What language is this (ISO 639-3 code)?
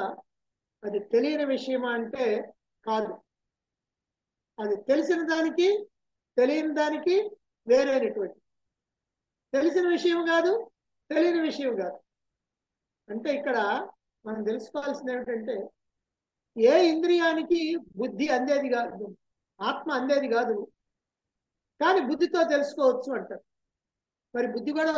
tel